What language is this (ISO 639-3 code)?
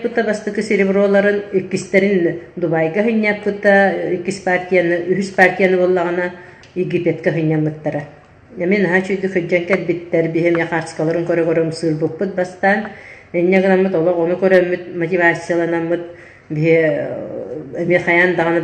sah